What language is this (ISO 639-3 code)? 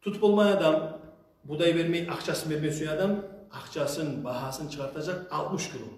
kum